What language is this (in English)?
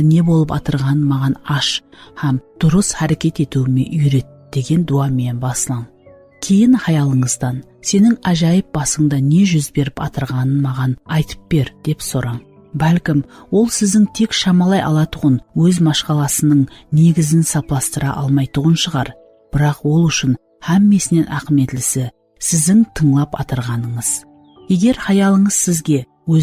Kara-Kalpak